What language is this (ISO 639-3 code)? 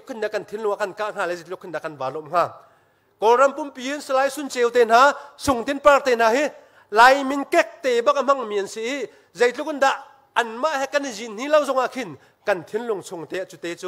cnh